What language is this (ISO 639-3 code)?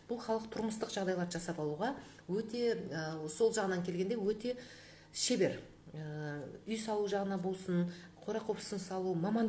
kaz